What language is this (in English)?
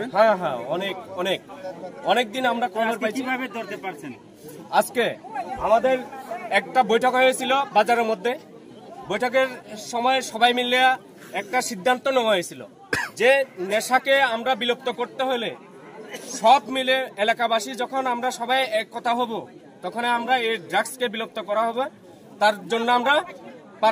Riang (India)